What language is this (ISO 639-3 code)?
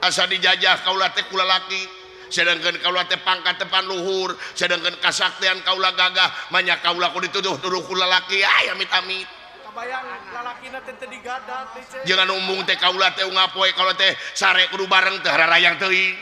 sun